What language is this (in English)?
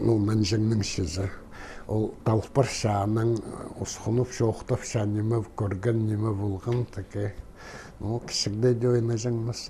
Khakas